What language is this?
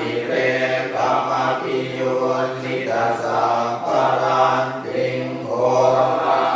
Pali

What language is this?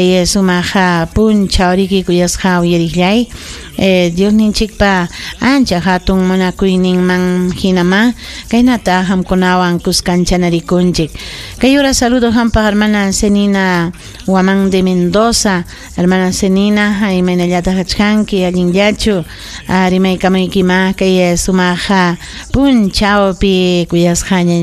Ayacucho Quechua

